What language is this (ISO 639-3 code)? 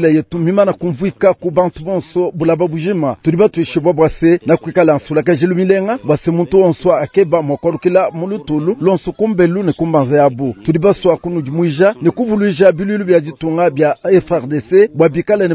lua